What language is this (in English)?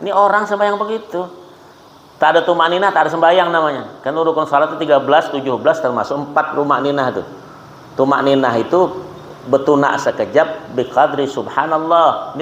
Banjar